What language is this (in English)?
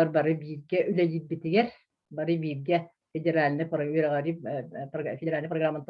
Yakut